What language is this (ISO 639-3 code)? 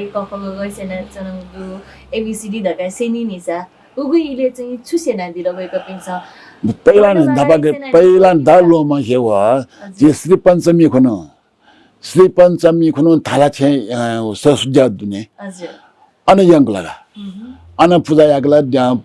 new